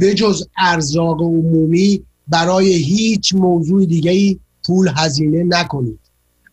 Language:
Persian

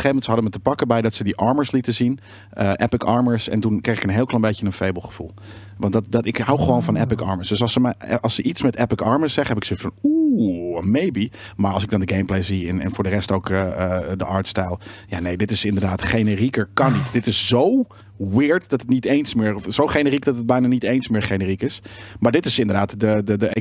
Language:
Dutch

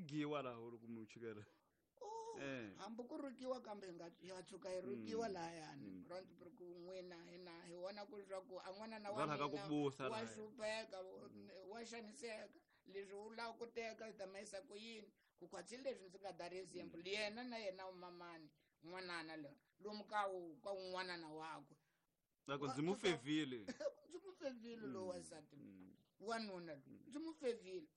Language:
Tsonga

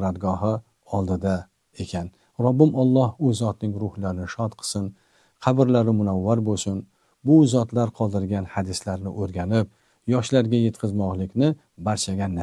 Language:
Uzbek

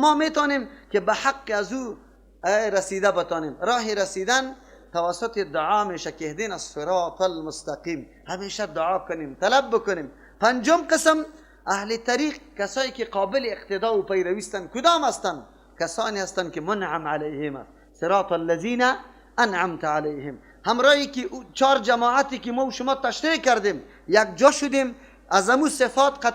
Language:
Persian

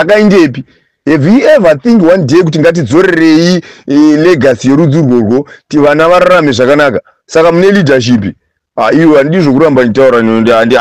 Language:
Shona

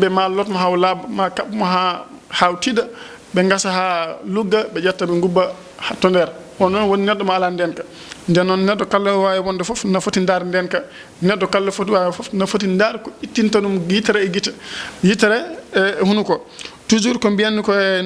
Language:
Fula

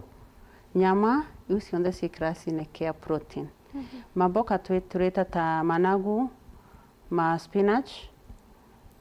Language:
Meru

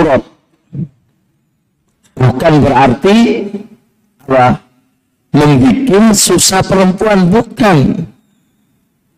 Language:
Indonesian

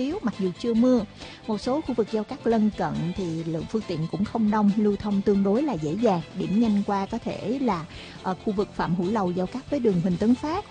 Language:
Vietnamese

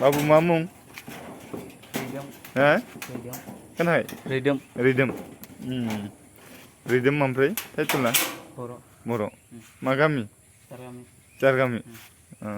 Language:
Bodo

